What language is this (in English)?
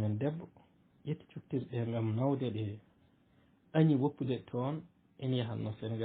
Fula